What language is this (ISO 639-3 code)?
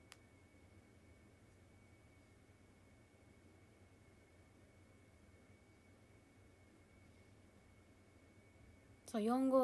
jpn